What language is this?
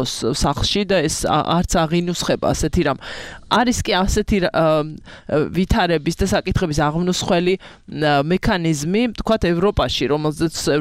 Georgian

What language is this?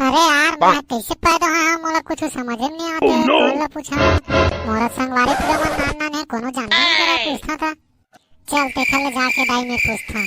Chhattisgarhi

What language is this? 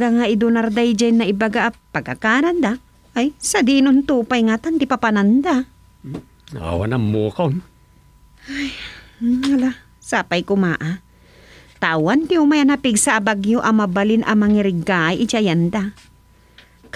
Iloko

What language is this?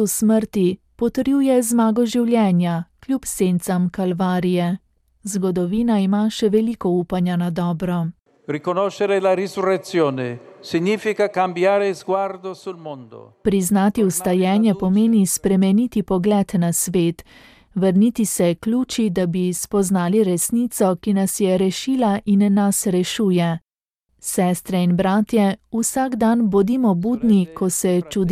Slovenian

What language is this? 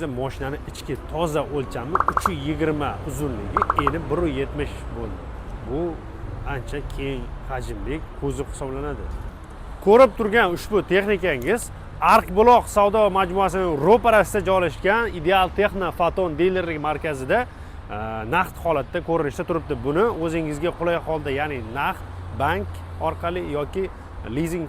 Uzbek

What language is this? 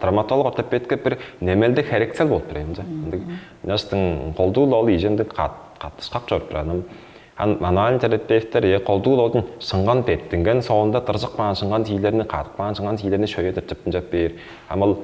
Tuvinian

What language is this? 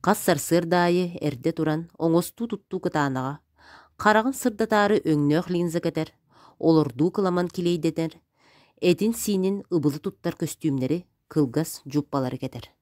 Yakut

